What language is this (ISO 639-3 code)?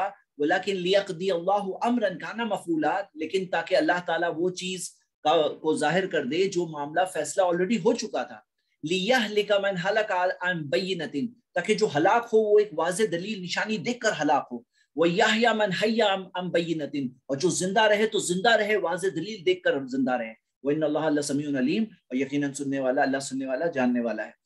urd